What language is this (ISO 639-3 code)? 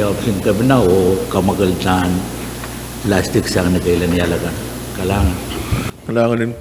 pon